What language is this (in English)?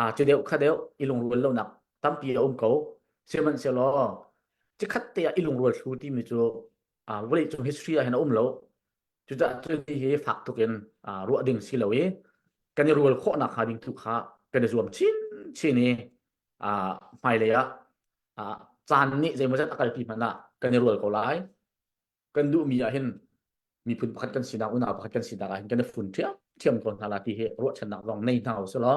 Hakha Chin